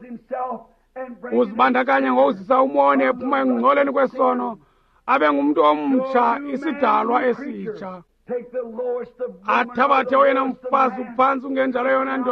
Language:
Xhosa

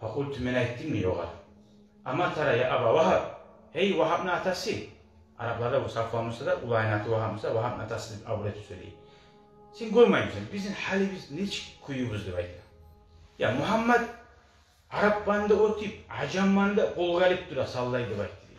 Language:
Kumyk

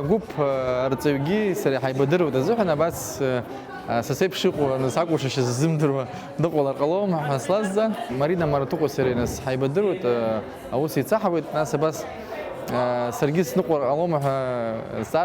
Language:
Abkhazian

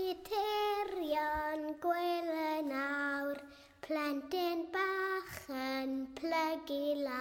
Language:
Welsh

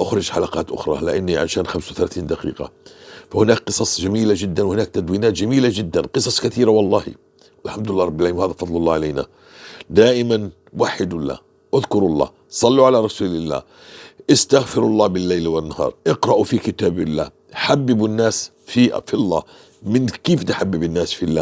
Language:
North Levantine Arabic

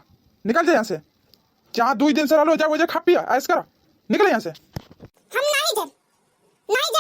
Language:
Bhojpuri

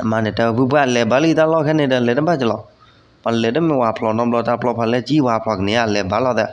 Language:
S'gaw Karen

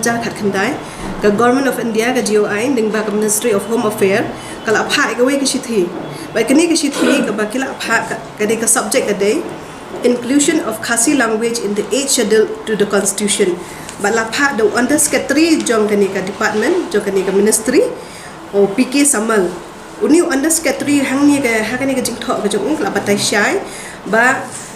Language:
Khasi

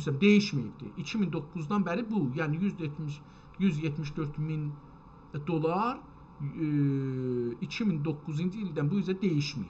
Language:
South Azerbaijani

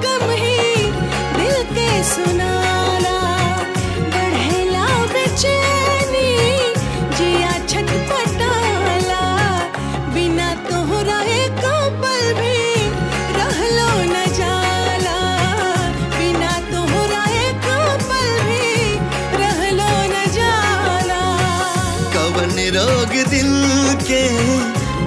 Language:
Bhojpuri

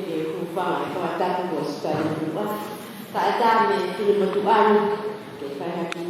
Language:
Tongan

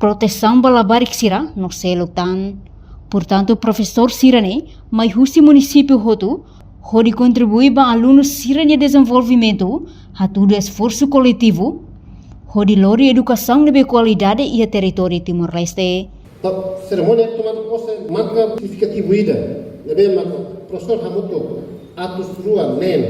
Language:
Tetum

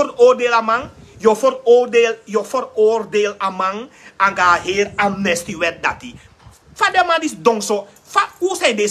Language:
Sranan Tongo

